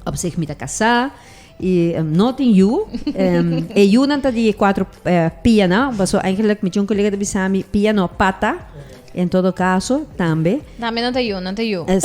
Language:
Papiamento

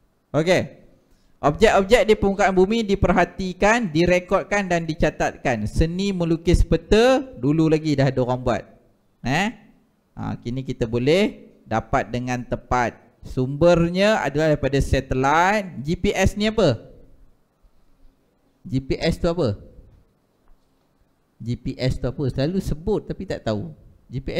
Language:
Malay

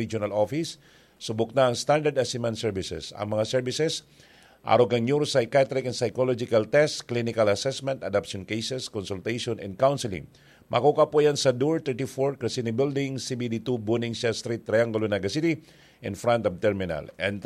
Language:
Bikol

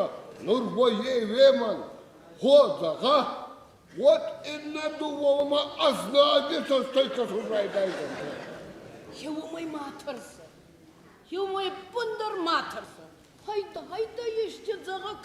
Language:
Ossetic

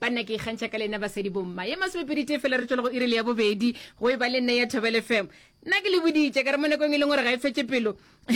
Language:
Northern Sotho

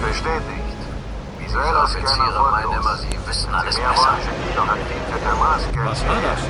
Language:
Bavarian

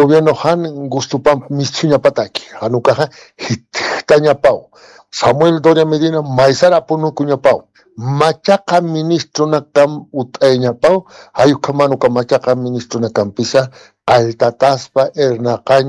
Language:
Aymara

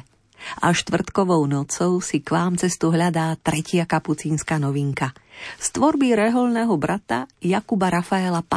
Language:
Slovak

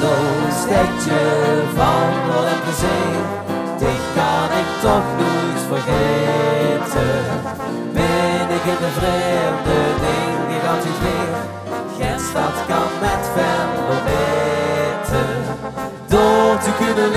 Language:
Limburgish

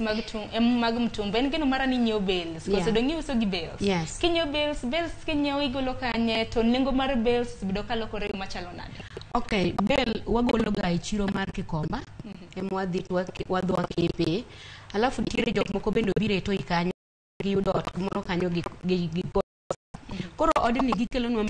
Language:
Luo (Kenya and Tanzania)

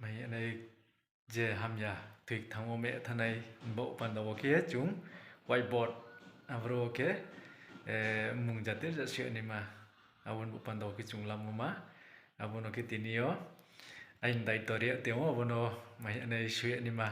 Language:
Riang (India)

